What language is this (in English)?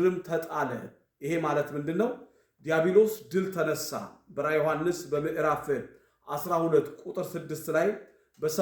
Amharic